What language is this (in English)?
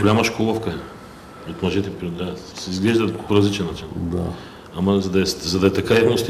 Bulgarian